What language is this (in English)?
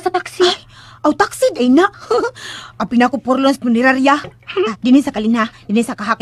Cebuano